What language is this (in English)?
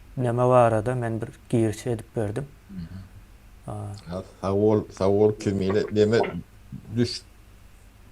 Turkmen